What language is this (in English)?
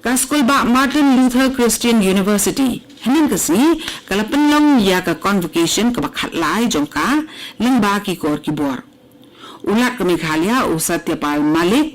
Khasi